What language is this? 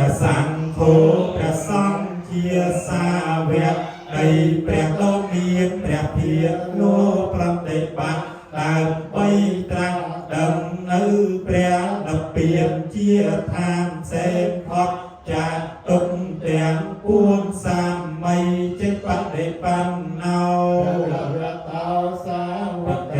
Khmer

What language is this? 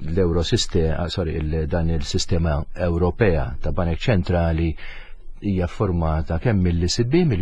Maltese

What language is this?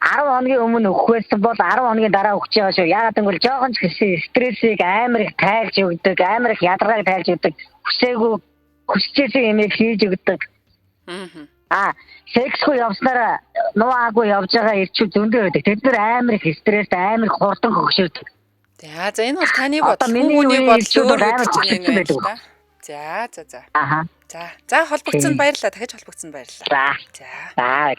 Mongolian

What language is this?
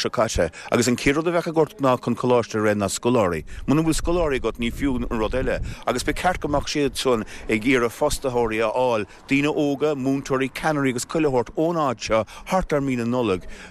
Irish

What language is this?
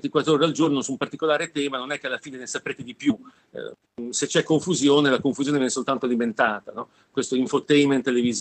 Italian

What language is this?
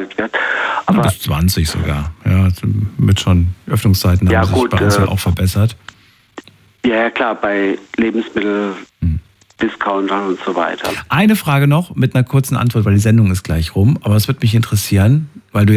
German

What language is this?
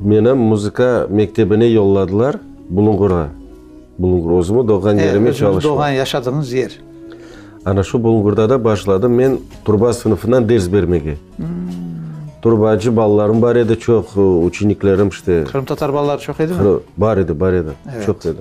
Crimean Tatar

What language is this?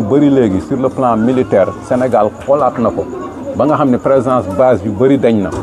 Wolof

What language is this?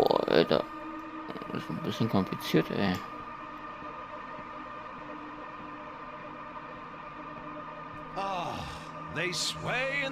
German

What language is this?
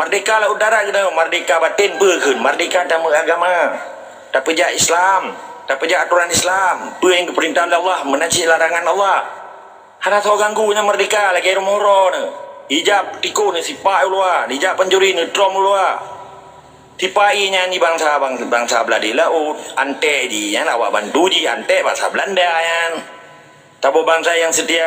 Achinese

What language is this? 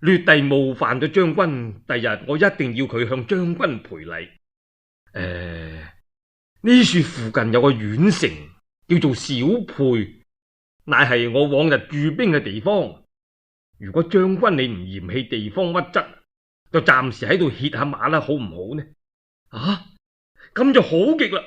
Cantonese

